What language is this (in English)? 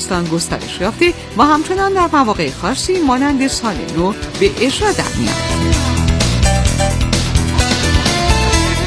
Persian